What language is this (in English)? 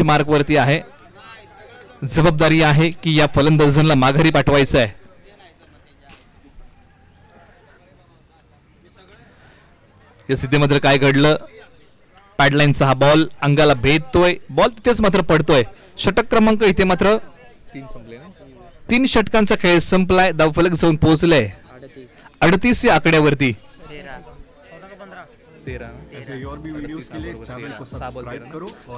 Marathi